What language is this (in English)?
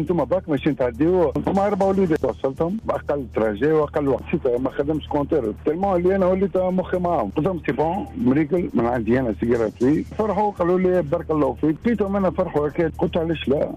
Tunisian Arabic